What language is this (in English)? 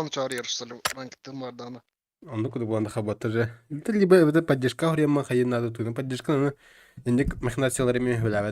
Yakut